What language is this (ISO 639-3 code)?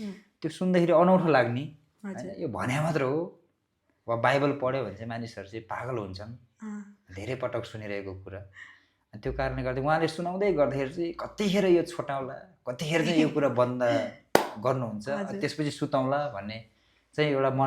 nep